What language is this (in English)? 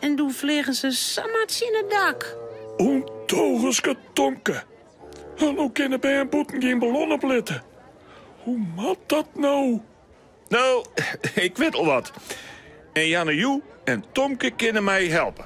Western Frisian